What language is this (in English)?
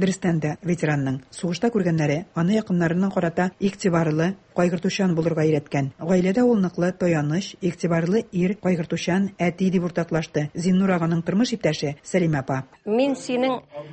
Tatar